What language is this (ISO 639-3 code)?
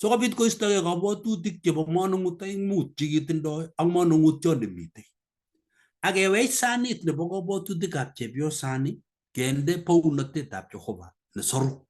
kln